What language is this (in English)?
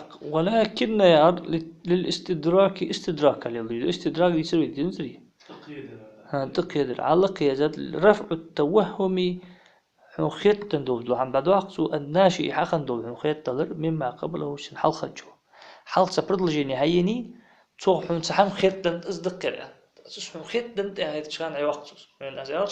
Ingush